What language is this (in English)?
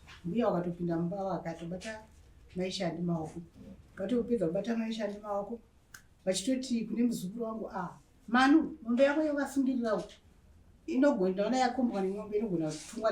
Shona